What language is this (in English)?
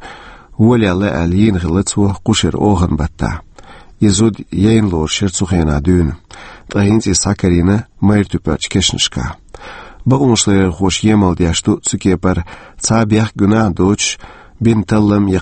Chechen